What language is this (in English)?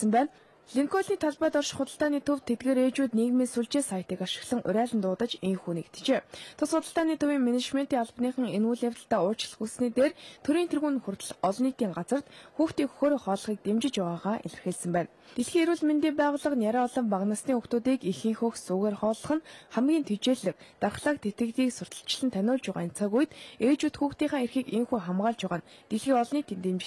Mongolian